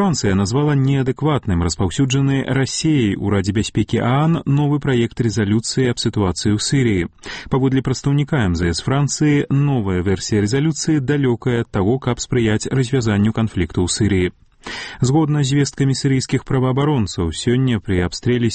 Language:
Belarusian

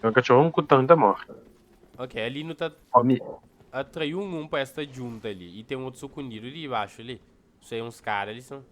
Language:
Kabuverdianu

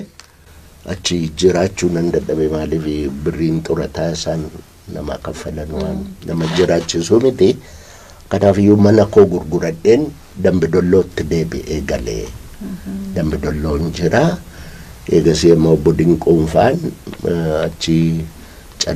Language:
Oromo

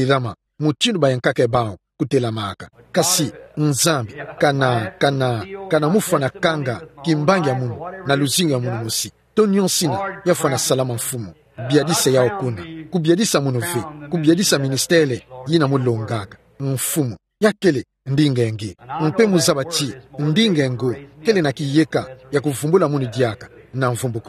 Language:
Kituba (Democratic Republic of Congo)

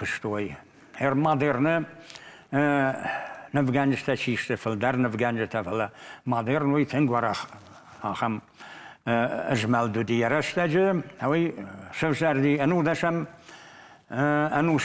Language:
Ossetic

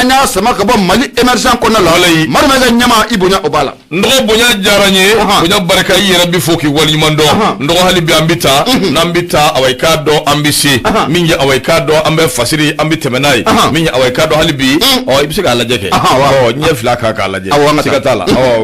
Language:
Bambara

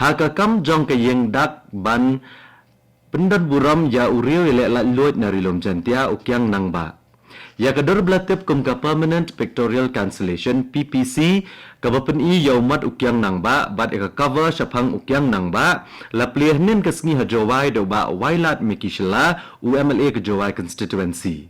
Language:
Khasi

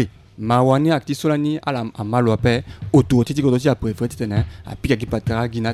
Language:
Sango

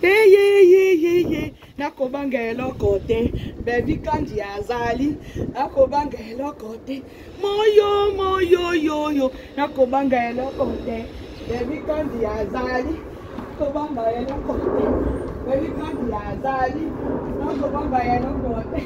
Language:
Lingala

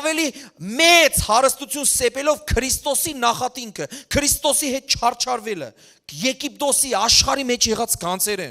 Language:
Western Armenian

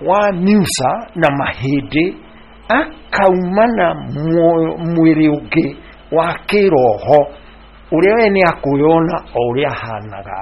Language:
Kikuyu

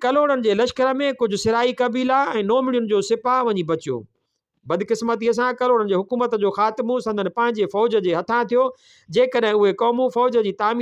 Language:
Sindhi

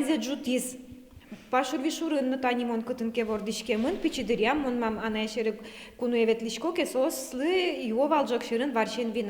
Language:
Udmurt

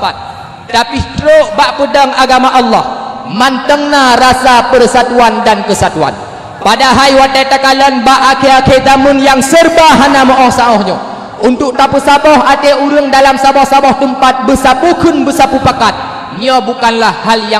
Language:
Achinese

